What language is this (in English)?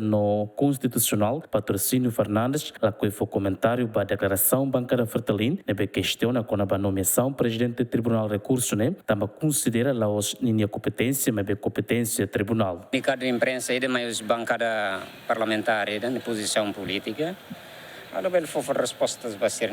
Tetum